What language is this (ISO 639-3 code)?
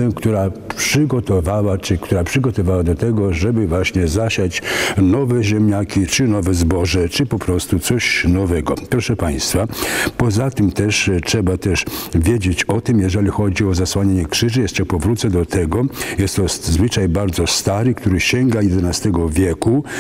pol